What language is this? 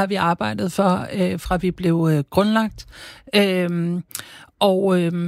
Danish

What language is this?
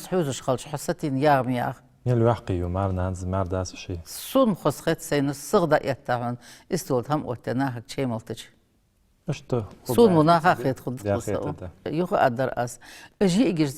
Ingush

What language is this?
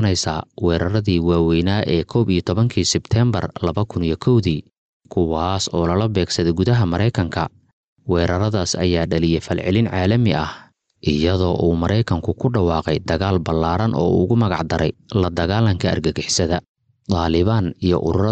Somali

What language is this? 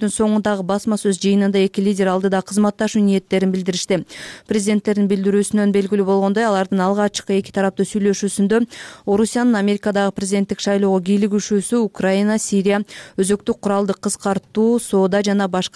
Kyrgyz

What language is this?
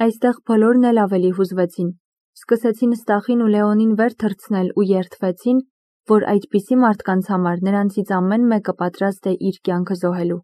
Armenian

